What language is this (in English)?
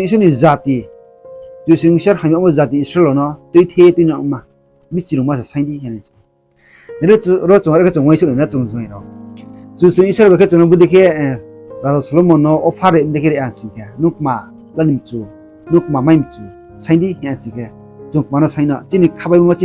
Riang (India)